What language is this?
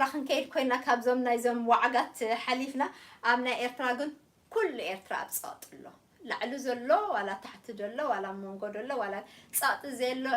Tigrinya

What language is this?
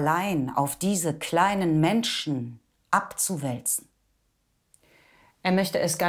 German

